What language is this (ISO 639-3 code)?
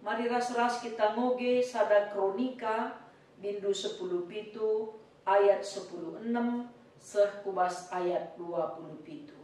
btx